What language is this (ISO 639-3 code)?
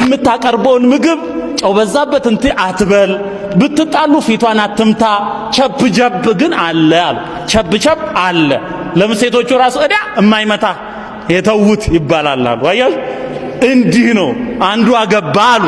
amh